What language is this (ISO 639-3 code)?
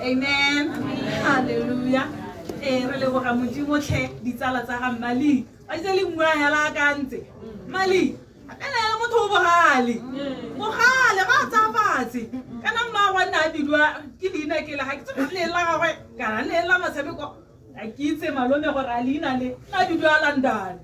tsn